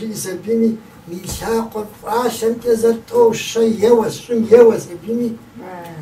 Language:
Kabardian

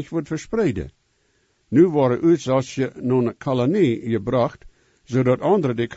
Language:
Plautdietsch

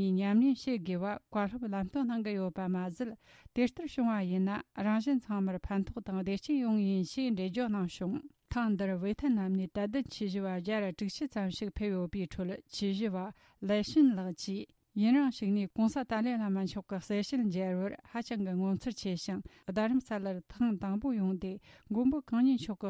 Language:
Tibetan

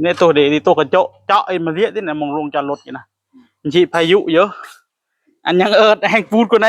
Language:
Northeastern Thai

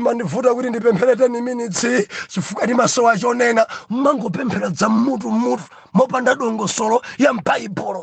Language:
Nyanja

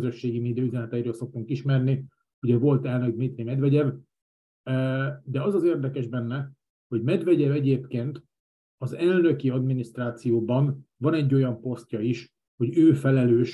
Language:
Hungarian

